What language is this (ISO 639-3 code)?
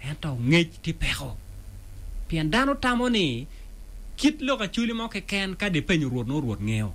ach